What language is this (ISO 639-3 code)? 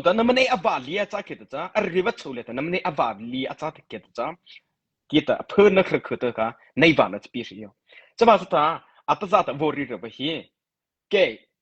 mrh